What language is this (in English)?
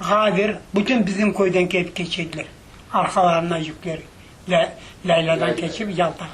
Crimean Tatar